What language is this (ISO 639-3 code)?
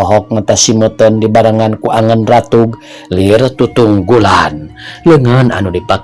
sun